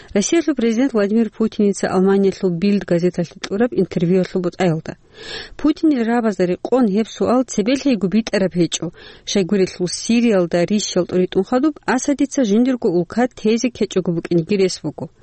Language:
Avaric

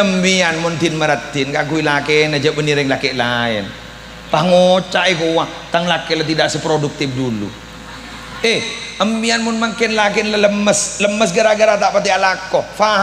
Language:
Madurese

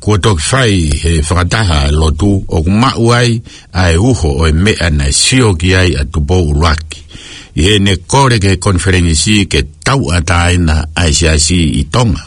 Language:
Tongan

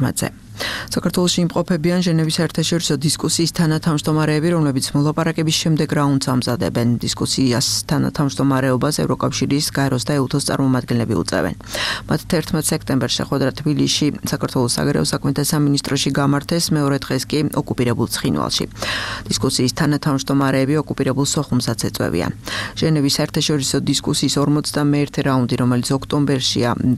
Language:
Georgian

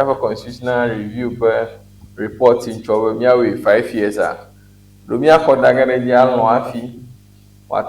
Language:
Ewe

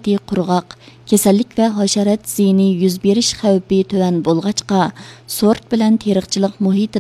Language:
Uyghur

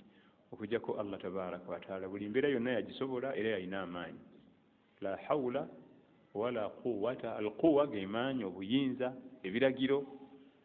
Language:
Ganda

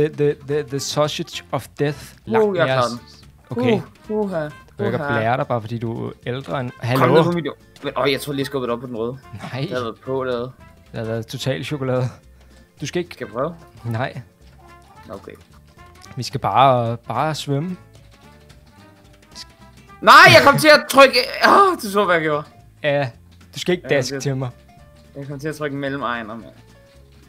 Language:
Danish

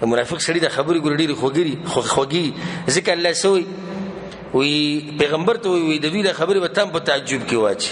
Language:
Pashto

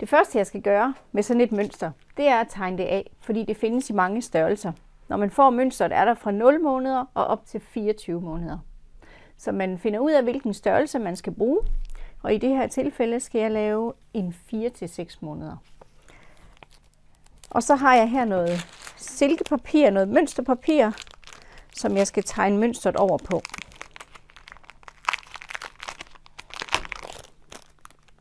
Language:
Danish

